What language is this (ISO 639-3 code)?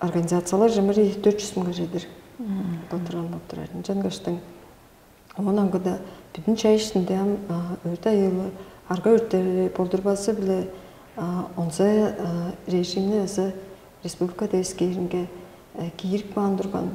tyv